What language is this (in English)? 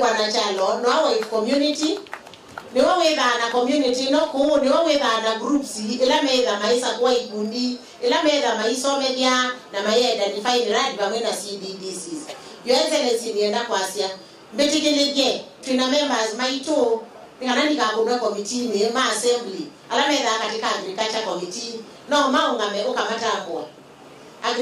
Kamba